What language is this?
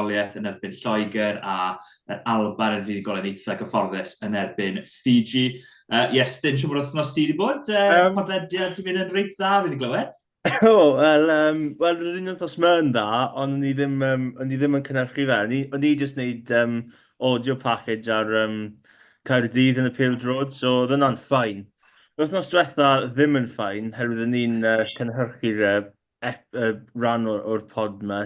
Welsh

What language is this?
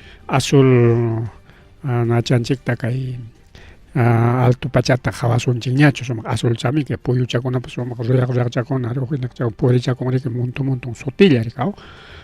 Ayacucho Quechua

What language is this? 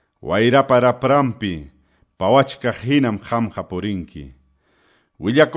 Quechua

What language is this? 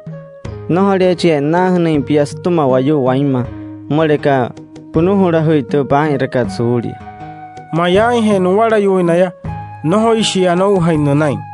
Wayuu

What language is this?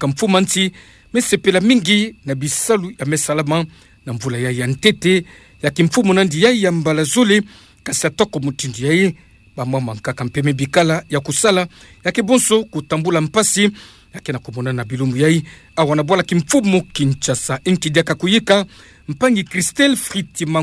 Kituba (Democratic Republic of Congo)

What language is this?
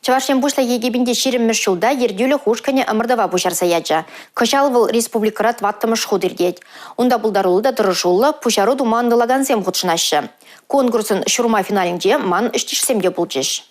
Chuvash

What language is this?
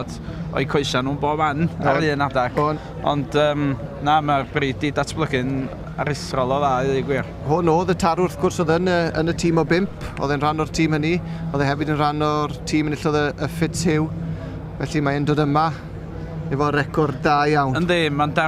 Welsh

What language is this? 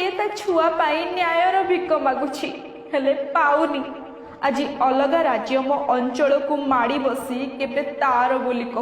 Odia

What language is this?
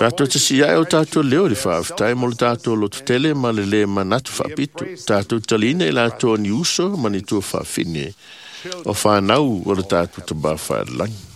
Samoan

